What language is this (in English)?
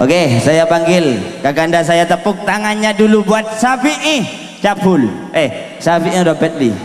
Madurese